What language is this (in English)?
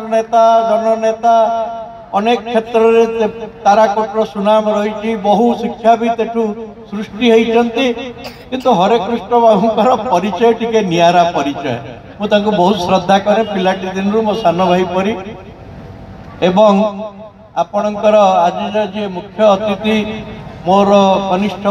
Odia